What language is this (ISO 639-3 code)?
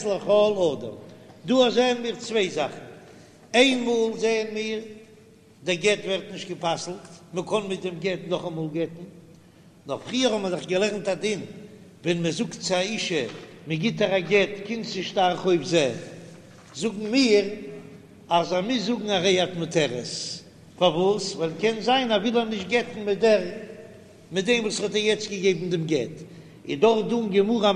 yid